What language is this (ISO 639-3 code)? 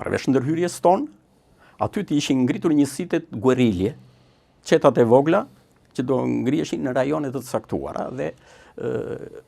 sqi